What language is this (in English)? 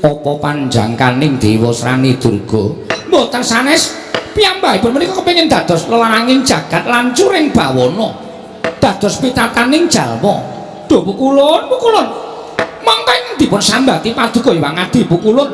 Javanese